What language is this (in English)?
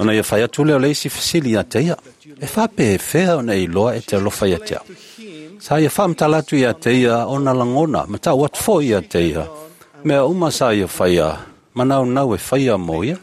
Samoan